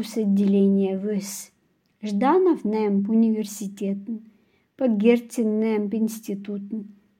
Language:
Khanty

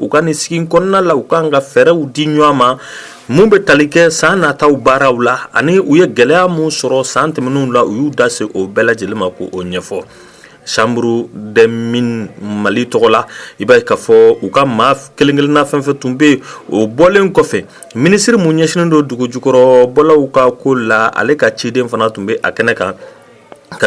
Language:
Bambara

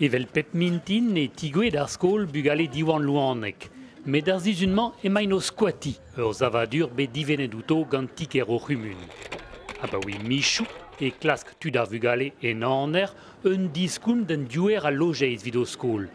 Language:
Breton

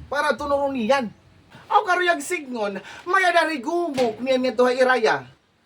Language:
Waray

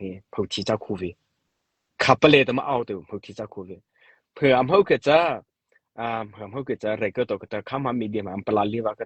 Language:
Mara Chin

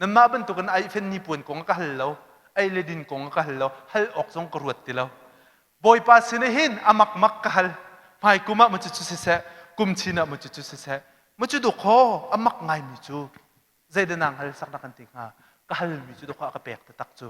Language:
Hakha Chin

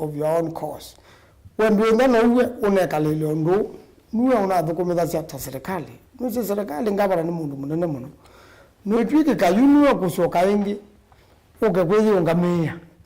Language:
Kamba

